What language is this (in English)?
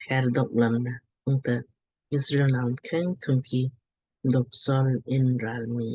Lamkang